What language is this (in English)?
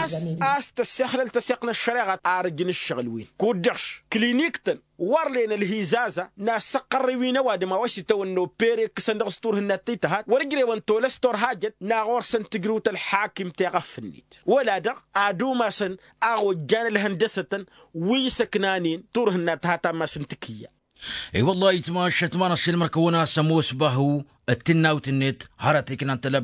Tamasheq